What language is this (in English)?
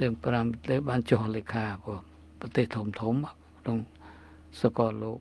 Khmer